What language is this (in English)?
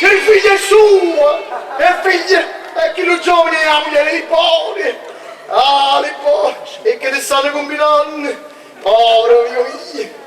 Neapolitan